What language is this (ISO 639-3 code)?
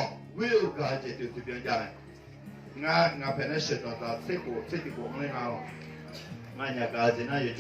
ahk